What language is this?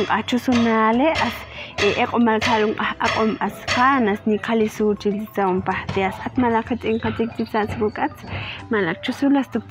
Ixil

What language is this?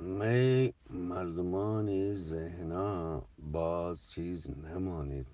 Eastern Balochi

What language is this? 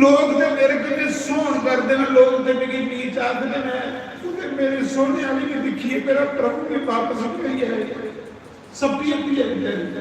Dogri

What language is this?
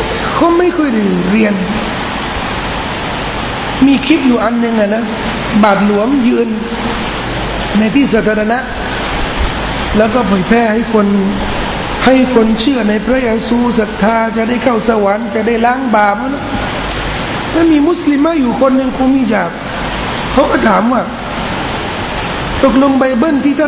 Thai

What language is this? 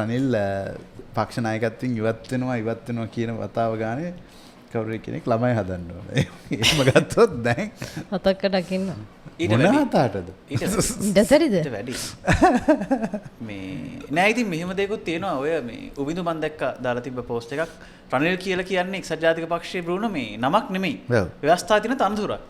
Sinhala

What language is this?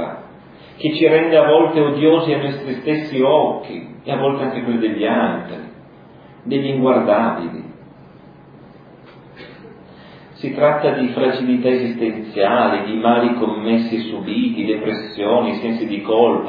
Italian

